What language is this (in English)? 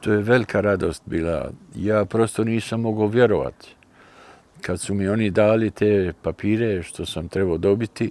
Bosnian